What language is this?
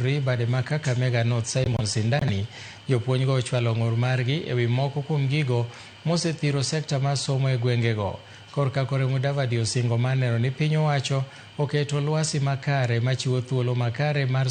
Luo (Kenya and Tanzania)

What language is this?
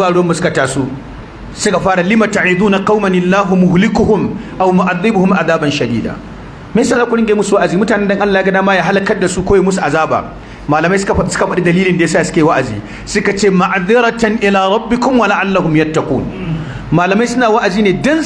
Hausa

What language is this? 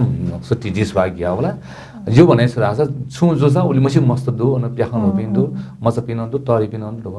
Newari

